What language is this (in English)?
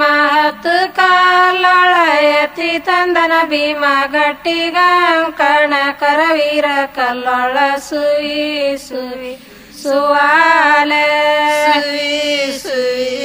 Kannada